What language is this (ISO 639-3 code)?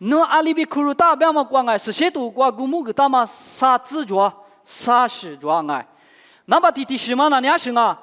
lis